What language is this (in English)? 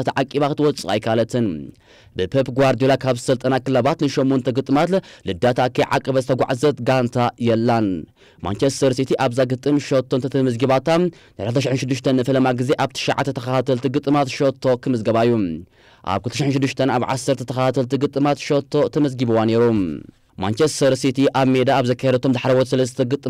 Tigrinya